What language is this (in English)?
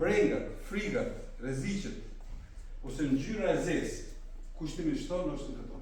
Albanian